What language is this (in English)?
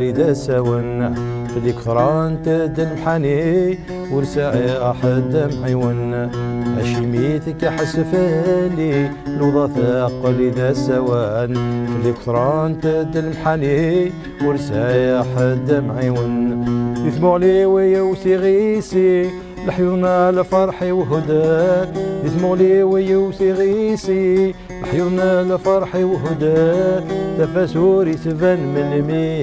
Kabyle